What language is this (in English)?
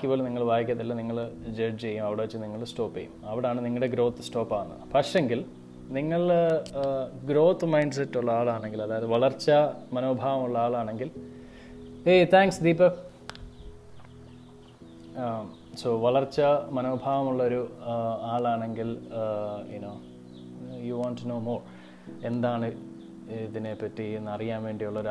Malayalam